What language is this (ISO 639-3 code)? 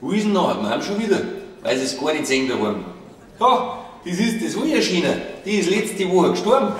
bar